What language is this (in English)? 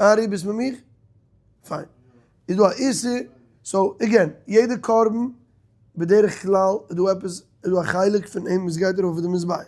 Yiddish